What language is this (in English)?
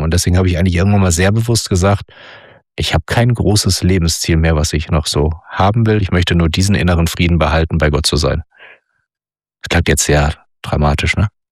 German